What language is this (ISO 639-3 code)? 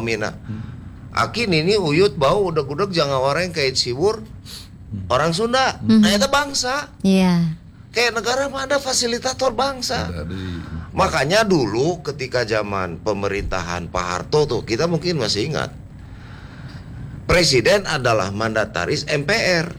ind